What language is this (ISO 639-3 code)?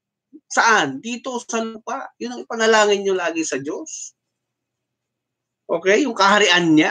fil